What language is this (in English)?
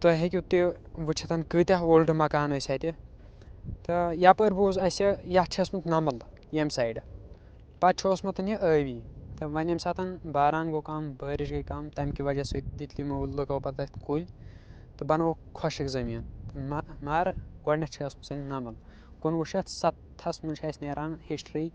Kashmiri